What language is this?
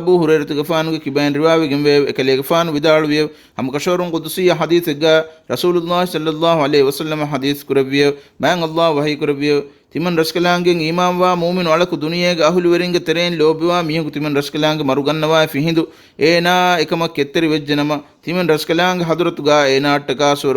Divehi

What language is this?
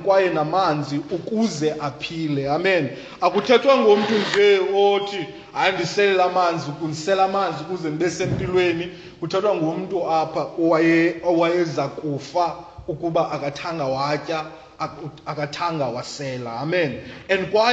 Xhosa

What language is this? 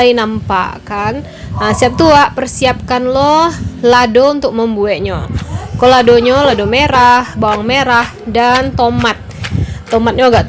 Minangkabau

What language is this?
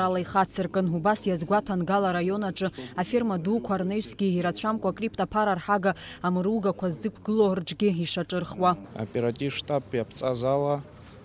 Abkhazian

